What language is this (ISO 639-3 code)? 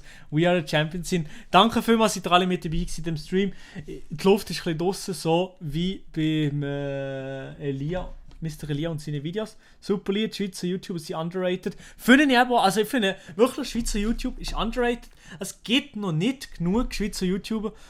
gsw